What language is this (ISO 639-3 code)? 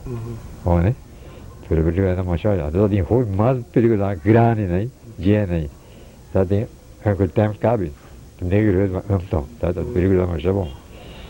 pap